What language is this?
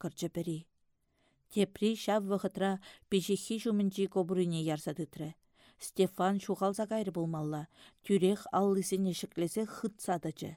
Chuvash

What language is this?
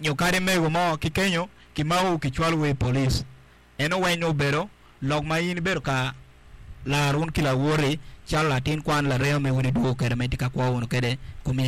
Acoli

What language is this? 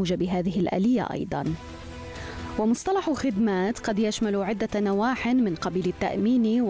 Arabic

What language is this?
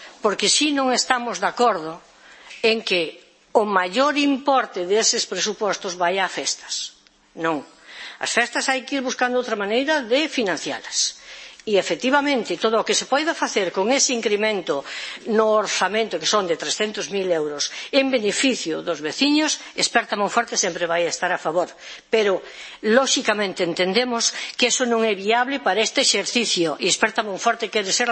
Galician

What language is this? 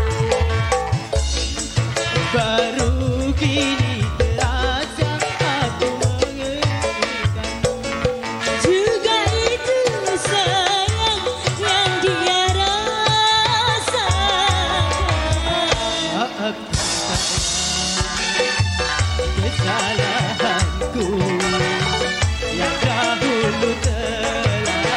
Indonesian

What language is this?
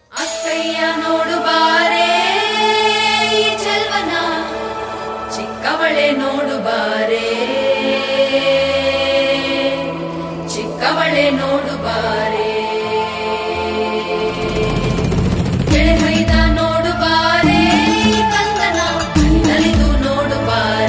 Kannada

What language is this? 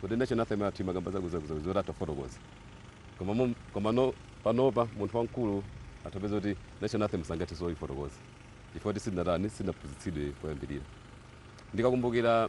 Nyanja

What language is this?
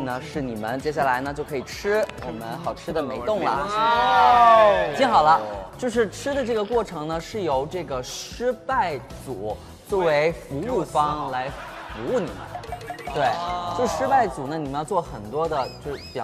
Chinese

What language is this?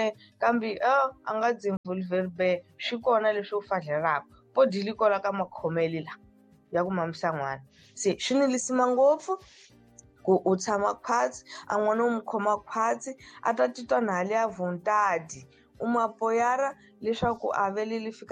Tsonga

